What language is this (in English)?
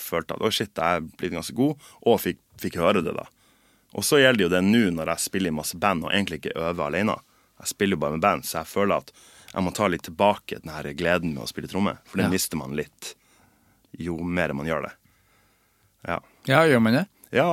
Norwegian